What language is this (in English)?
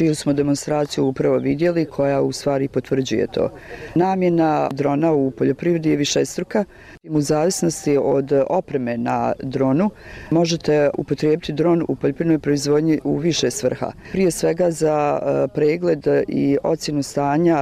Bosnian